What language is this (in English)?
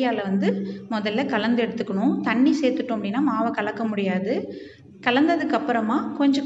Tamil